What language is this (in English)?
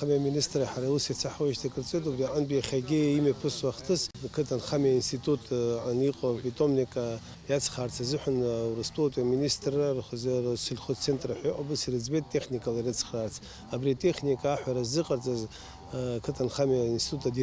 Abkhazian